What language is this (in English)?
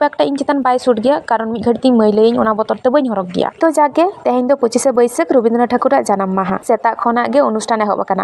Santali